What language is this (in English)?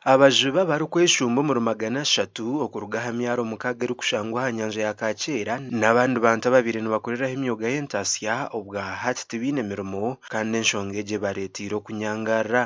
Nyankole